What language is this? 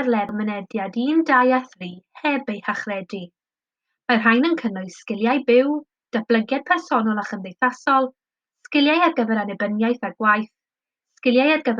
Welsh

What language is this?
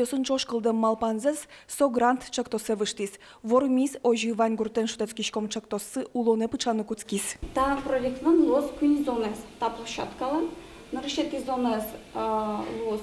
Udmurt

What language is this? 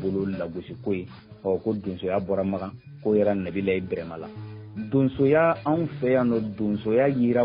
Bambara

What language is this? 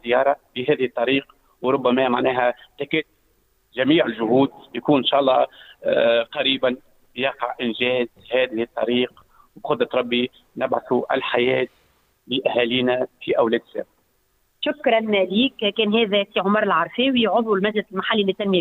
Tunisian Arabic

